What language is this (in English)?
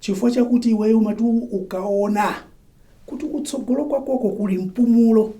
Nyanja